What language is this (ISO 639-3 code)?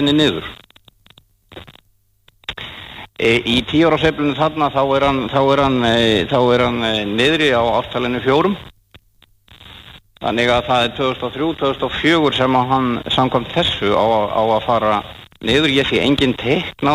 isl